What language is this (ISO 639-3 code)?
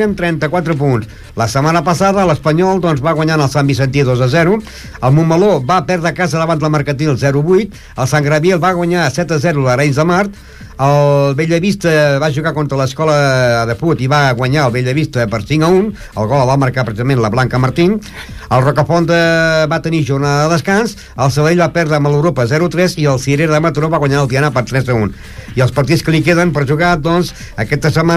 cat